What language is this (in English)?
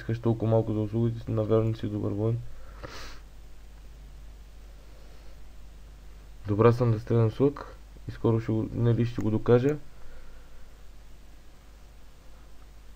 Bulgarian